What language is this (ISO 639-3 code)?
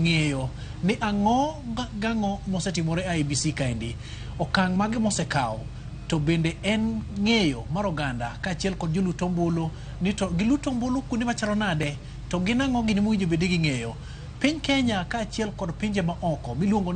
luo